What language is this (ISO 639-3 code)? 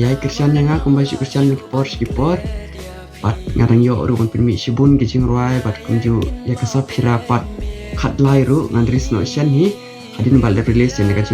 kha